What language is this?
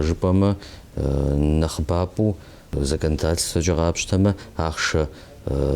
Kabardian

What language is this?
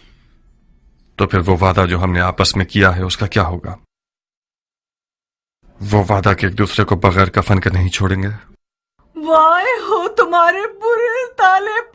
Urdu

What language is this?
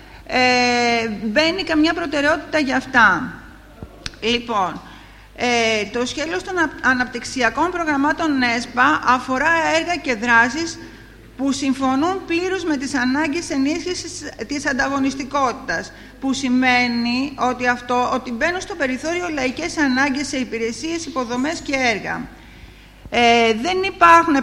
Greek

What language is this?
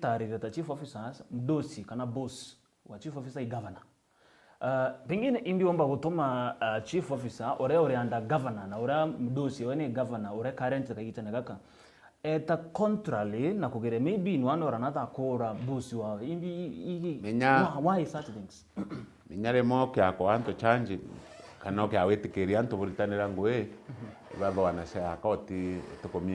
Meru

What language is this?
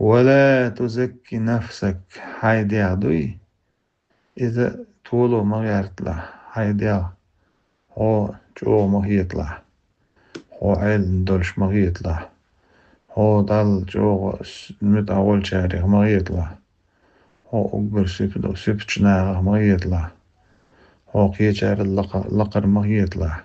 Chechen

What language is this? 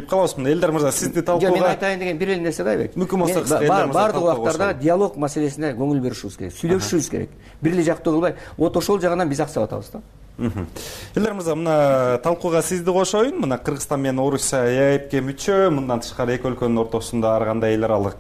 Kyrgyz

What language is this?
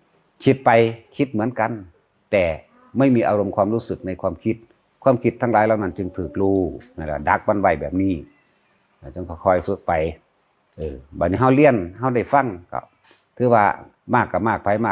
Northeastern Thai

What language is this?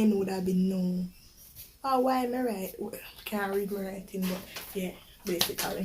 Jamaican Creole English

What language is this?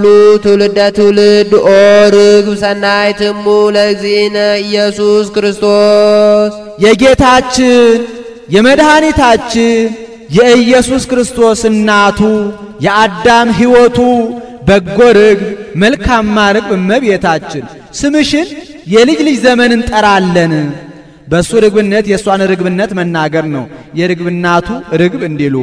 Amharic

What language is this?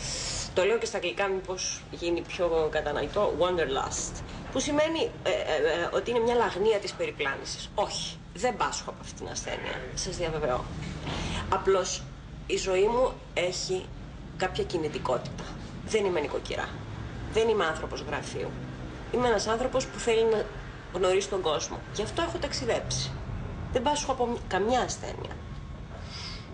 Greek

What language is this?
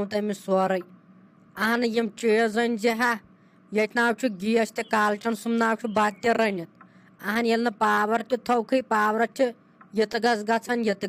Kashmiri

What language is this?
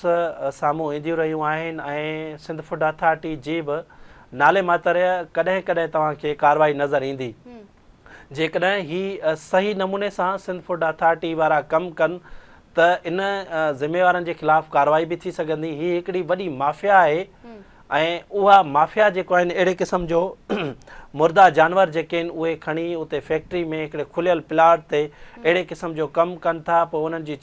Sindhi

